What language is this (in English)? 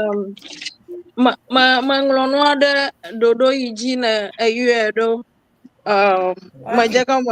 Ewe